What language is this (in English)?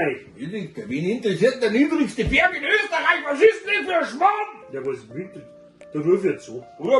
Bavarian